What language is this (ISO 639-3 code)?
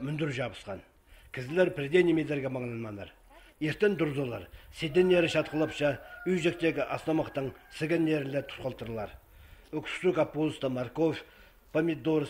kjh